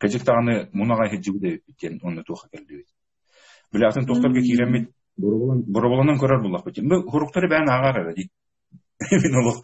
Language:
Yakut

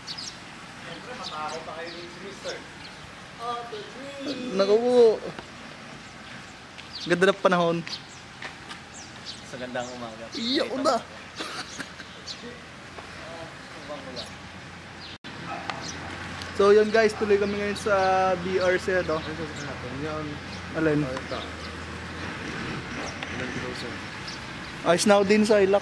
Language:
Filipino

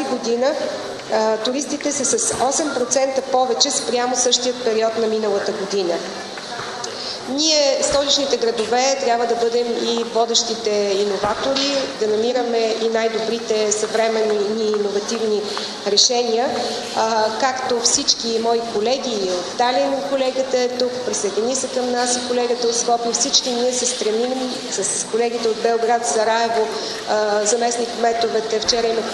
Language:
Bulgarian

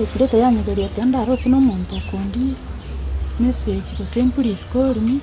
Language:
Gusii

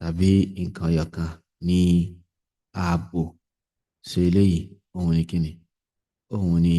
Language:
Yoruba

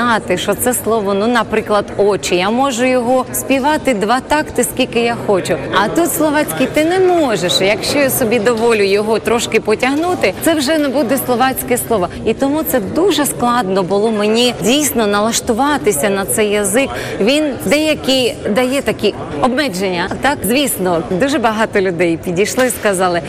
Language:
Ukrainian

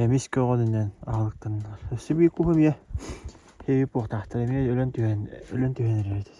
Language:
Yakut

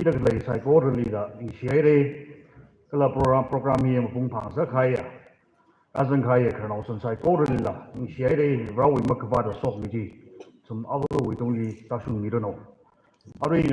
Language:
Tangkhul Naga (India)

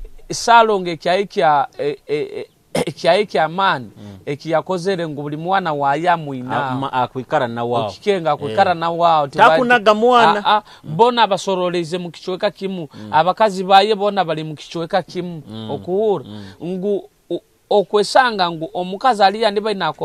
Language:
Nyoro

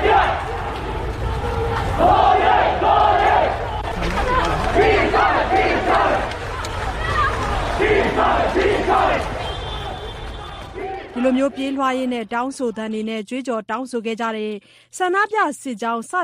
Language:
Burmese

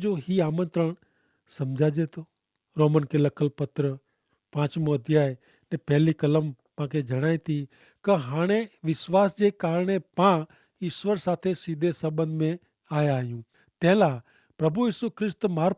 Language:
Kachhi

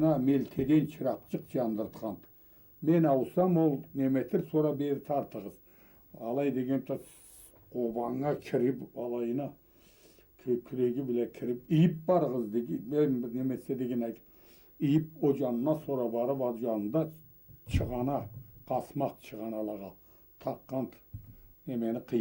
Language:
Karachay-Balkar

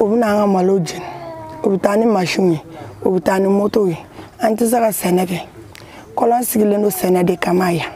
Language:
Bambara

